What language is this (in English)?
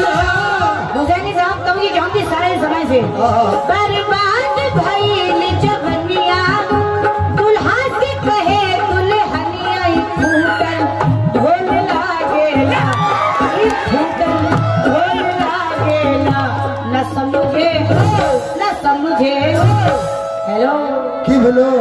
Bhojpuri